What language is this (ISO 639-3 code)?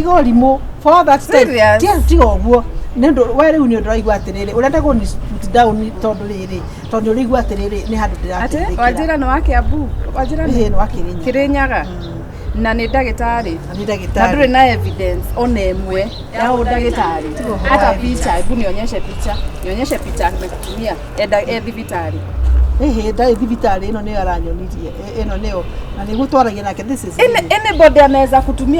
kik